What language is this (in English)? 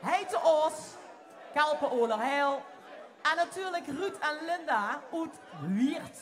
Limburgish